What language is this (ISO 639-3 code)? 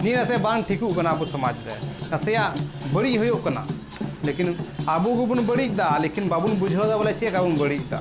sat